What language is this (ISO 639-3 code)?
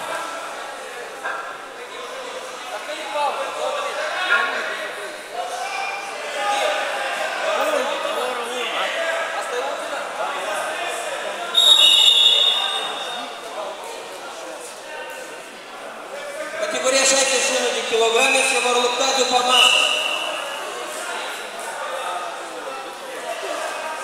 ron